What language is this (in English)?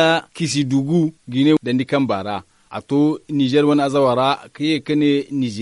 Zarma